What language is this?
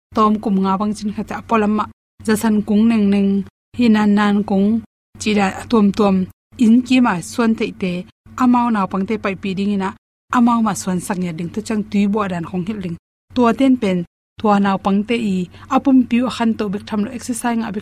Tedim Chin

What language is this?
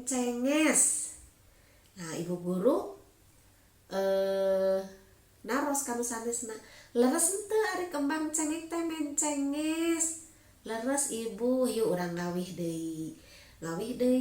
Sundanese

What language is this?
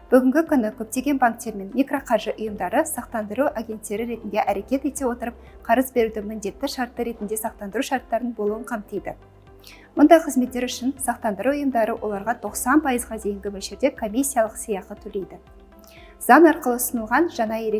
Kazakh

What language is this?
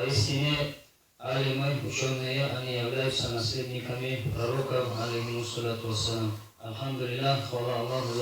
Kumyk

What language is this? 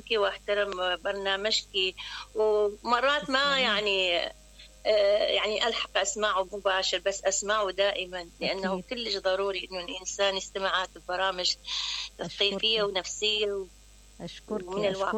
Mesopotamian Arabic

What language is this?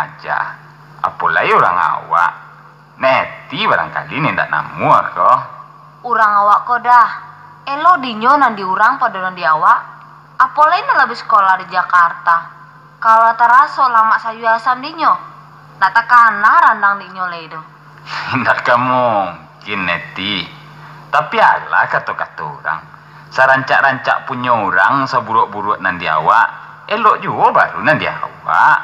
Minangkabau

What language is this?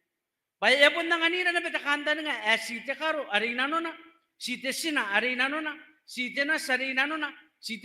Gilbertese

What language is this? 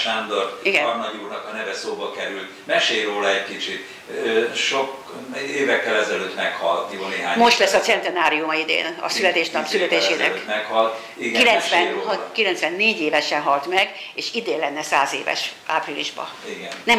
Hungarian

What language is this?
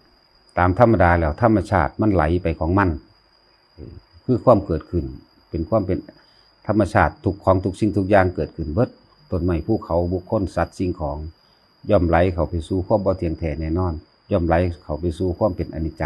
Northeastern Thai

